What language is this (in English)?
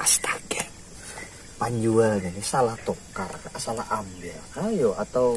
Banjar